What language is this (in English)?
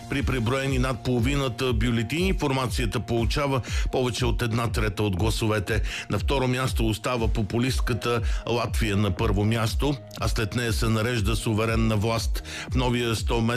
Bulgarian